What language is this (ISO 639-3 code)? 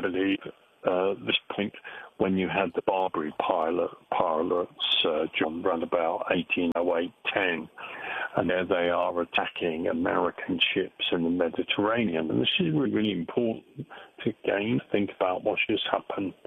eng